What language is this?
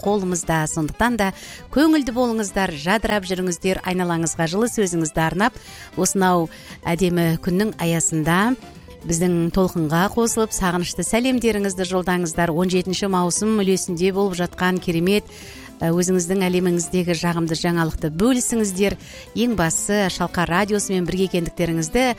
Kazakh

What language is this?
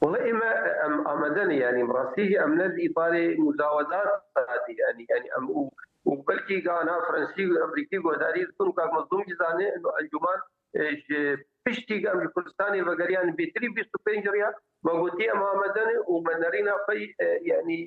Kurdish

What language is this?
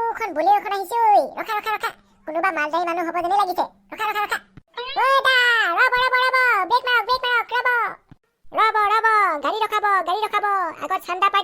Assamese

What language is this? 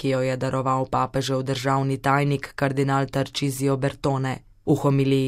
Slovenian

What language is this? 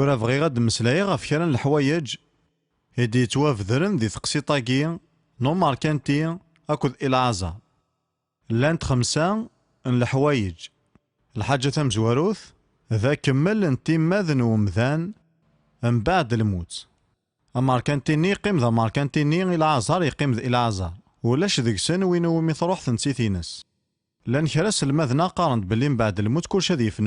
Kabyle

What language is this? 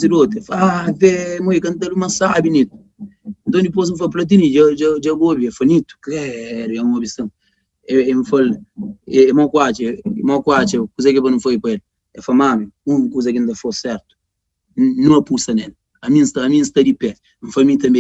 Kabuverdianu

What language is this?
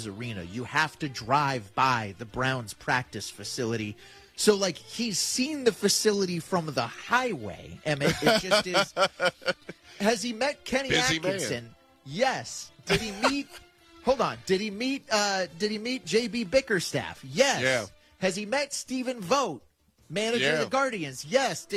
English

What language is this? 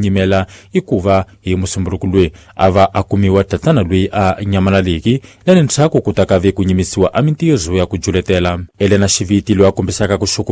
Tsonga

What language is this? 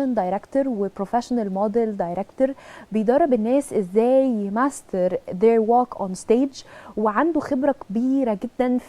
Egyptian Arabic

